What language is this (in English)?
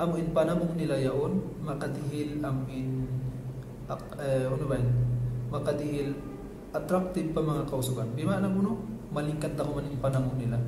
Tausug